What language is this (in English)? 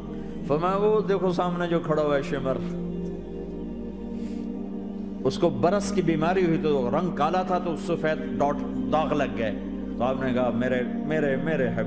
Urdu